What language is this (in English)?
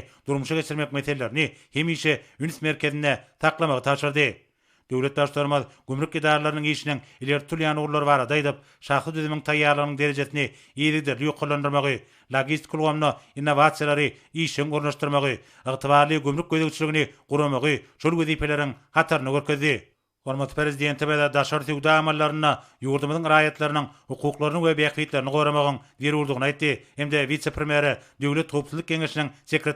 Turkmen